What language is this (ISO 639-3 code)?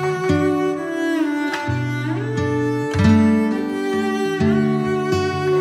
eng